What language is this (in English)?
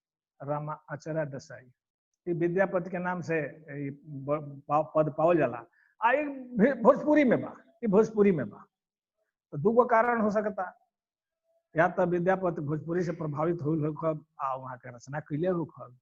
Bhojpuri